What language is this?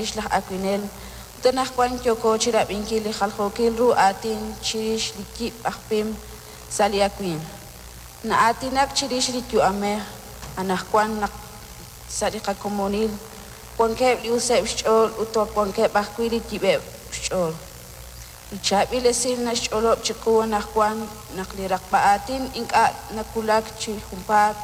Kekchí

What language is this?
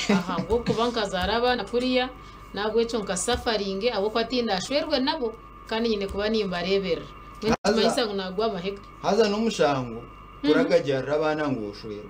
Nyankole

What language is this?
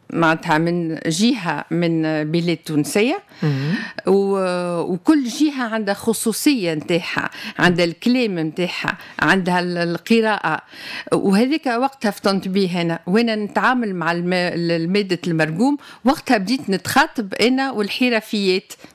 Tunisian Arabic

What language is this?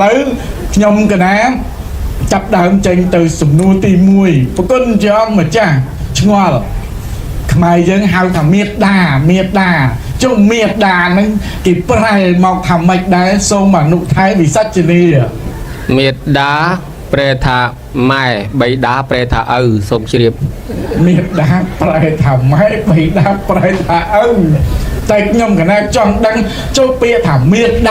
Khmer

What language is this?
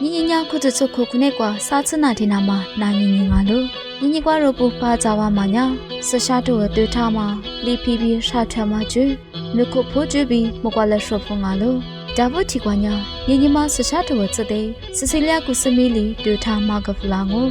Lisu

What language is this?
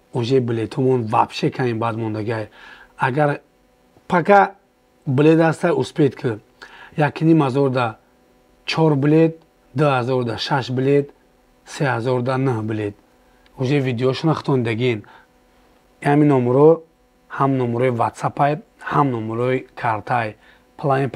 Tajik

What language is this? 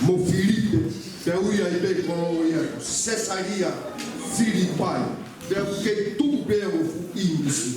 Tongan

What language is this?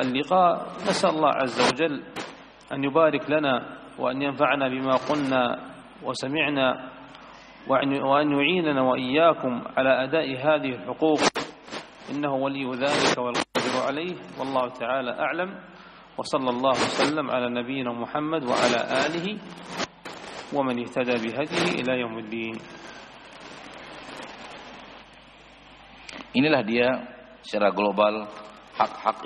Indonesian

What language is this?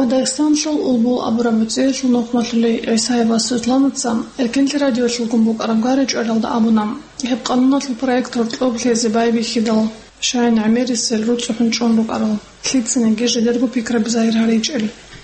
Avaric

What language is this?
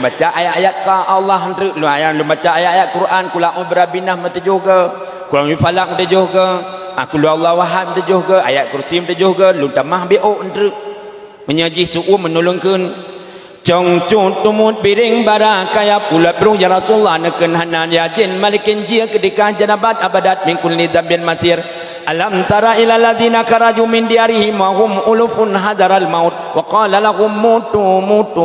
Achinese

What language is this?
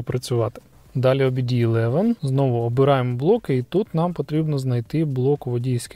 Ukrainian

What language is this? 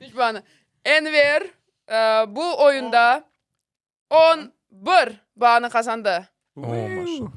Crimean Tatar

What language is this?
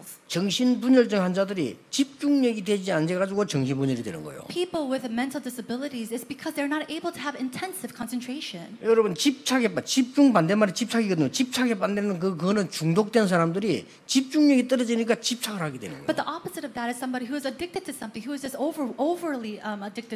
Korean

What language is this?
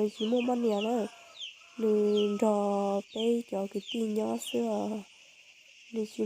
Hmong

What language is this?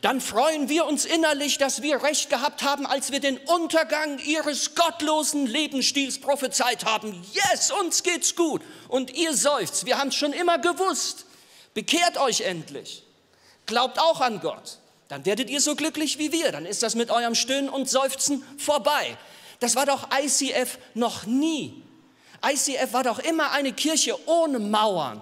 Swiss German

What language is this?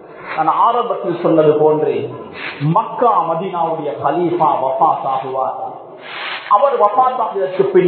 Tamil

